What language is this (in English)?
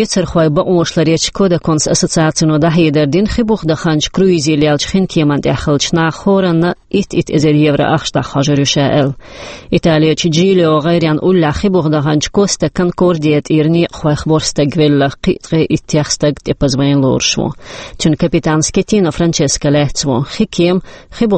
Chechen